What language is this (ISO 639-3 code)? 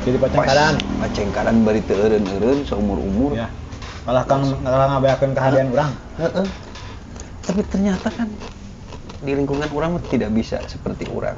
sun